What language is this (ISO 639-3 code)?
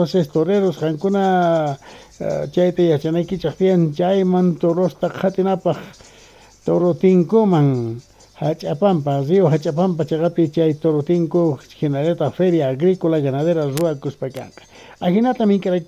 que